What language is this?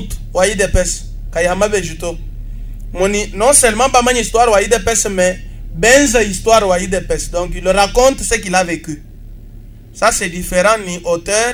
Luba-Lulua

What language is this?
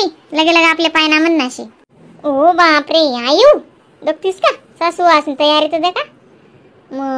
Khandesi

